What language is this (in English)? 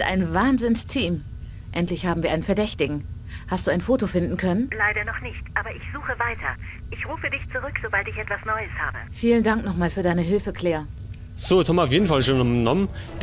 Bavarian